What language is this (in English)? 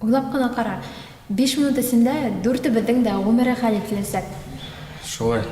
Bashkir